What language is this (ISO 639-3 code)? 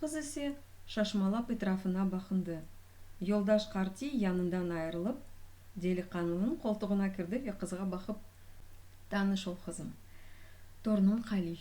crh